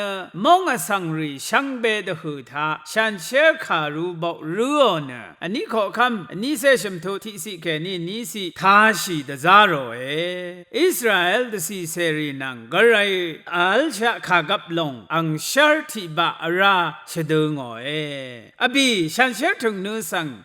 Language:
Rawang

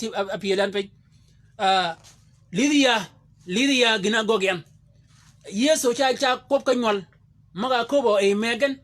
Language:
Shilluk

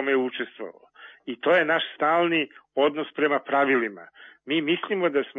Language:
Serbian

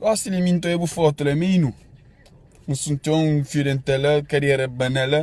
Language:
Kabuverdianu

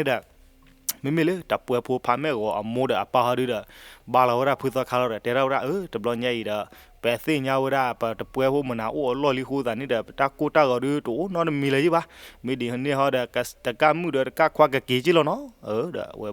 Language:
S'gaw Karen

